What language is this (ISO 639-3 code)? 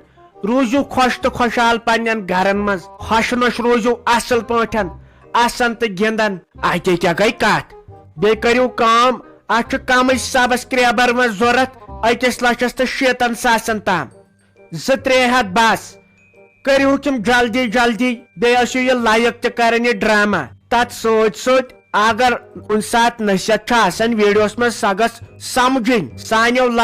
kas